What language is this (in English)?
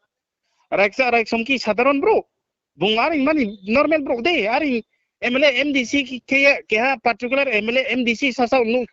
Riang (India)